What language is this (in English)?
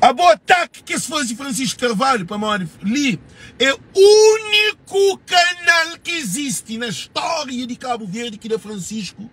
Kabuverdianu